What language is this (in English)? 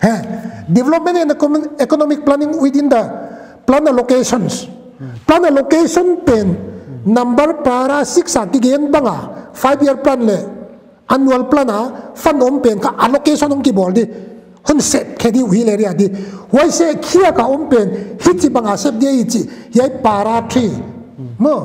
Paite Chin